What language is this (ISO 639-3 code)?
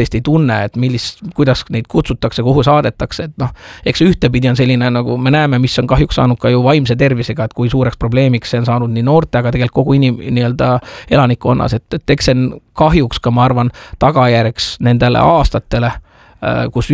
est